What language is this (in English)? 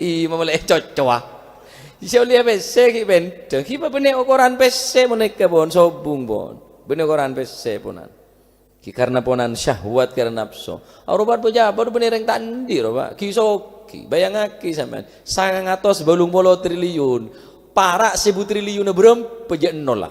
Madurese